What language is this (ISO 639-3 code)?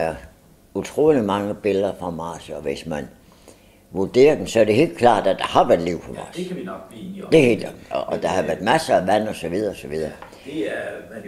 dan